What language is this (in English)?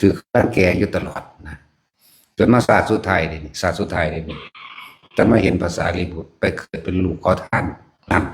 Northeastern Thai